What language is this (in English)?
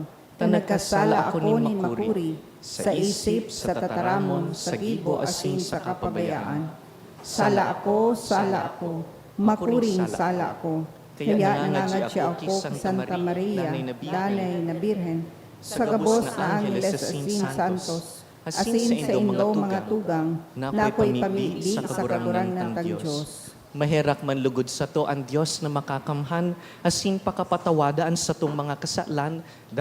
Bikol